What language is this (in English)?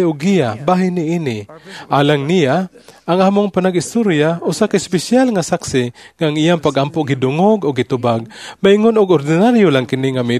Cebuano